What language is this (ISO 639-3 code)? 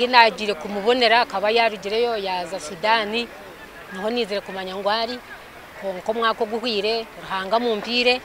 nyn